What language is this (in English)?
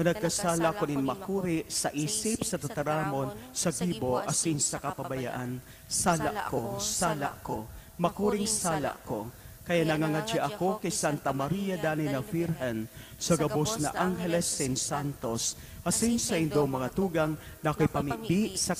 Bikol